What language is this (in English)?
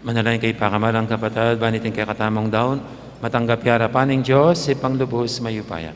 Pampanga